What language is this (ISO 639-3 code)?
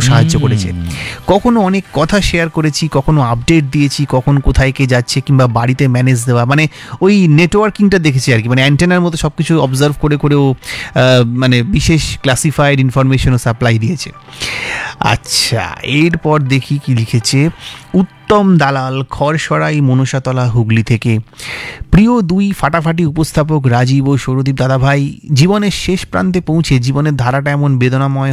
ben